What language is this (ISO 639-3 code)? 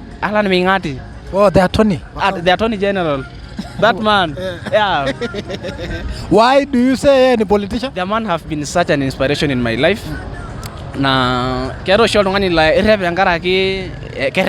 mas